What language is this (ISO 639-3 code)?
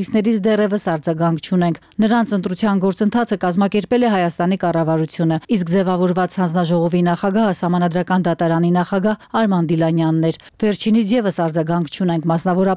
hye